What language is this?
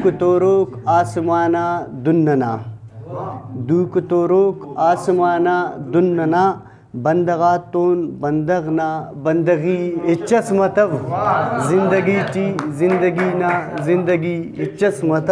Brahui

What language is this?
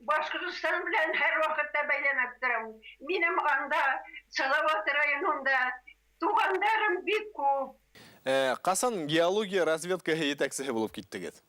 Bashkir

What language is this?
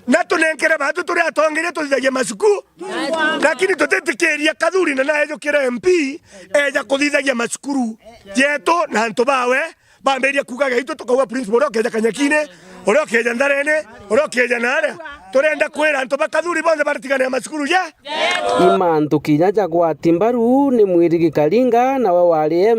Meru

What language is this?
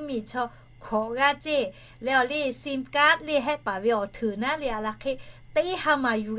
Lahu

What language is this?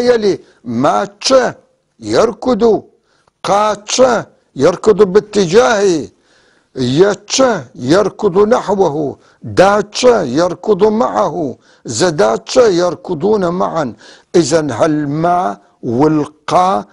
North Levantine Arabic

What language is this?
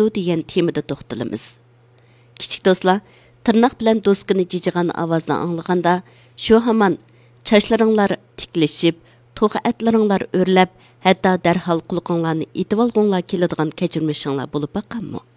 Uyghur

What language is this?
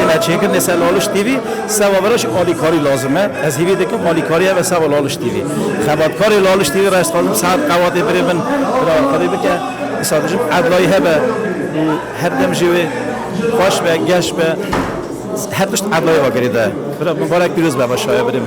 Kurdish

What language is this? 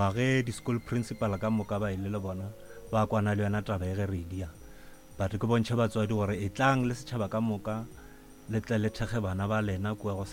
Northern Sotho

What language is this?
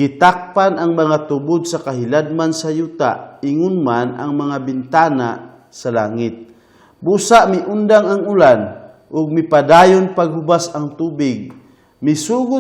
Cebuano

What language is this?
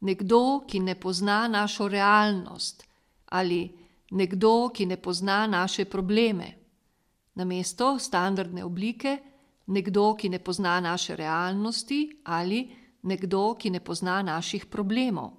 Slovenian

